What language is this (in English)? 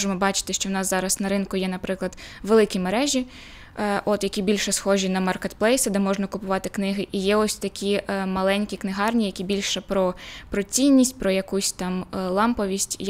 Ukrainian